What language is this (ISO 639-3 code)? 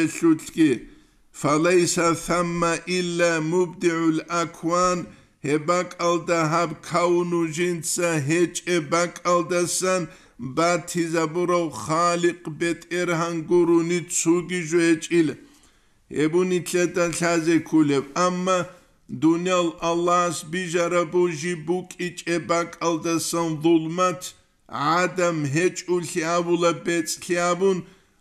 ava